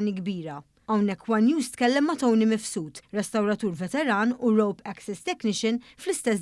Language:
Maltese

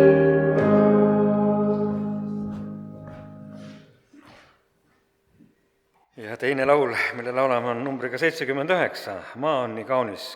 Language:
Estonian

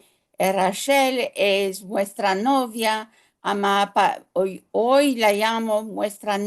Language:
Ladino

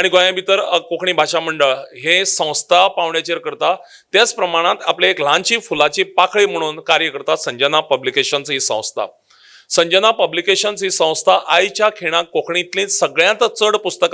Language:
Konkani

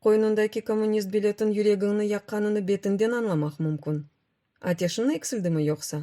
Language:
Crimean Tatar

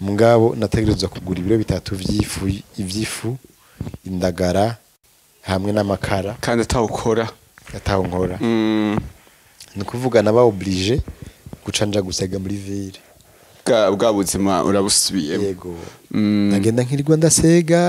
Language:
Rundi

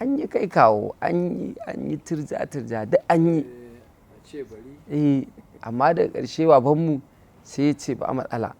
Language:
Hausa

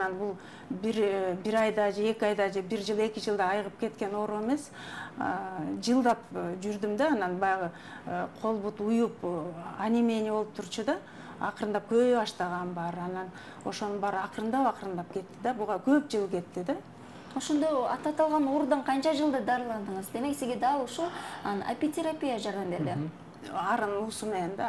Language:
Kyrgyz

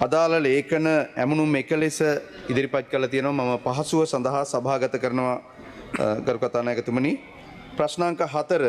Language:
Sinhala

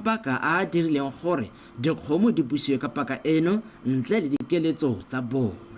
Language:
Tswana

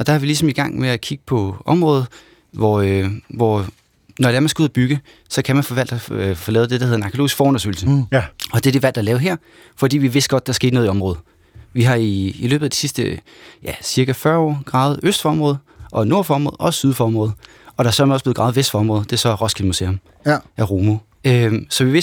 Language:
Danish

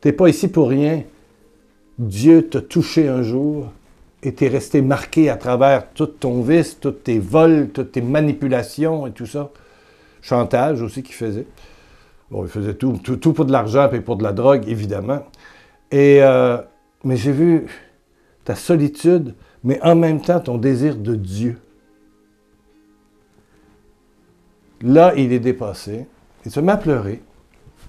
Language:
French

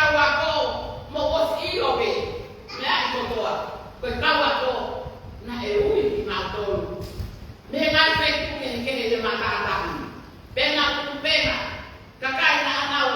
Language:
Tongan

